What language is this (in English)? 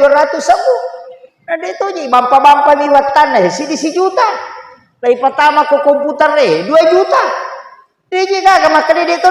Buginese